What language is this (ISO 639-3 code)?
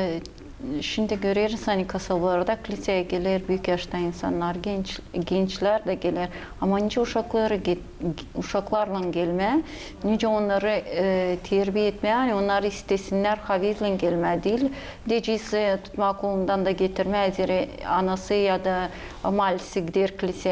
gag